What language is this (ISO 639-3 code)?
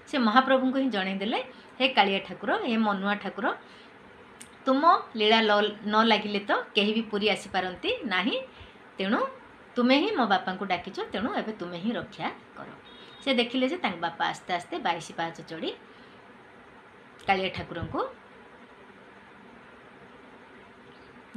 ori